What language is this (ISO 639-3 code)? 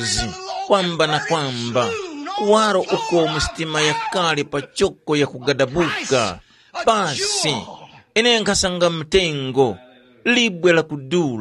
tum